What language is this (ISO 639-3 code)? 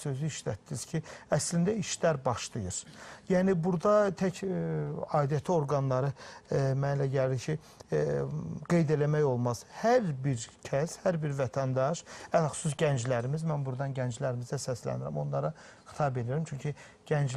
aze